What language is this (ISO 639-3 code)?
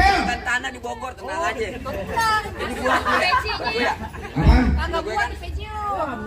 bew